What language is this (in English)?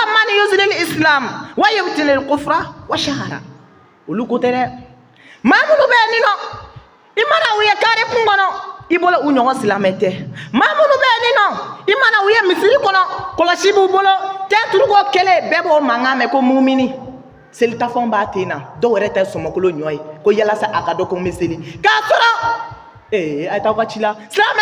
Bambara